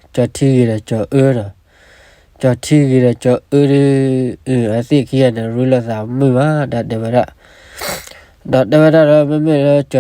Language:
S'gaw Karen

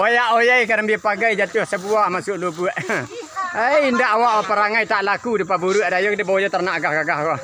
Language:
Minangkabau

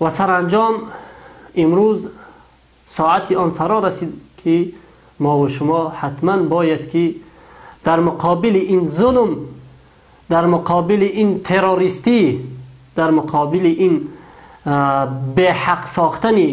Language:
Tajik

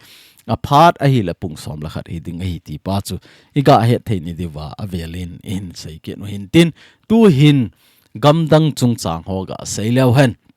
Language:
Thado Chin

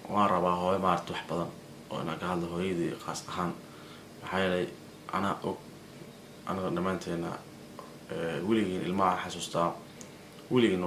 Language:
Somali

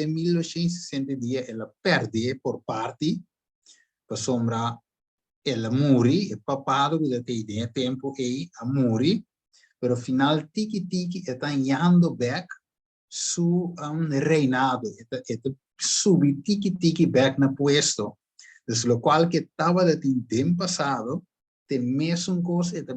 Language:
Papiamento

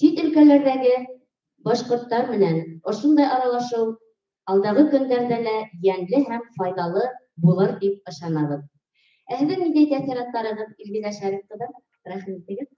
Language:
Bashkir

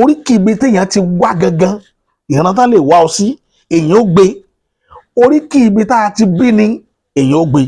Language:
Yoruba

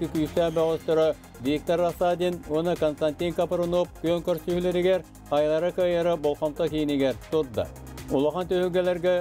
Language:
Yakut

